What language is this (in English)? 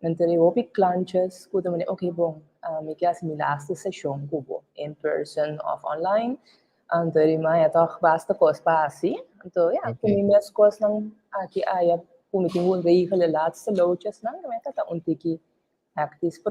Papiamento